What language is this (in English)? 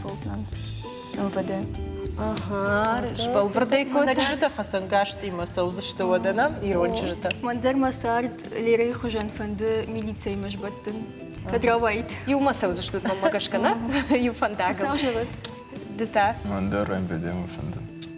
Ossetic